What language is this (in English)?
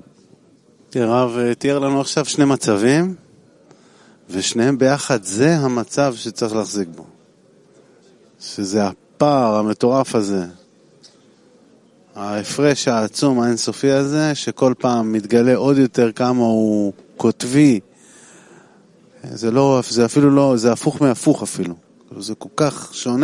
Hebrew